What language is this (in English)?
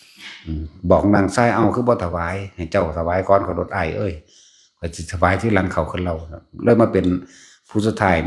Northeastern Thai